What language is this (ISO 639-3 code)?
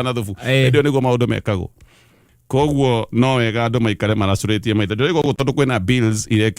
kik